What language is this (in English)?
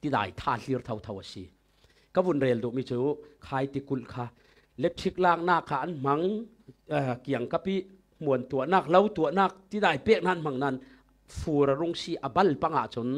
Falam Chin